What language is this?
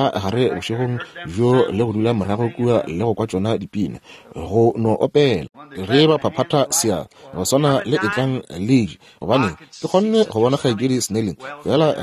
Northern Sotho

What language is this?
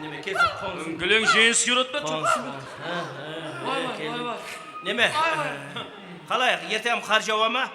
Kara-Kalpak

